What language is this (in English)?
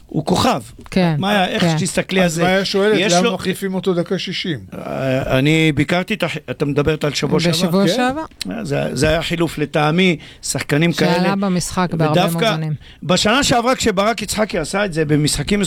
Hebrew